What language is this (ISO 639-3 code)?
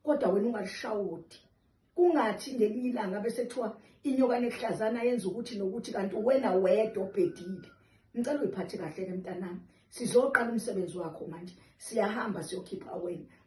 zul